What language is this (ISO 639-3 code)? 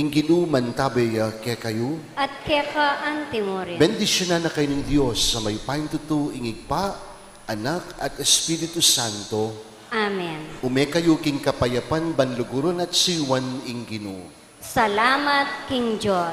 pam